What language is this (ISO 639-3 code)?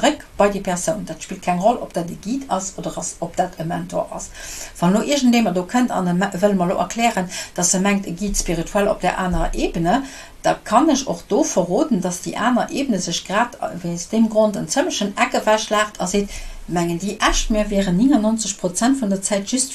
ltz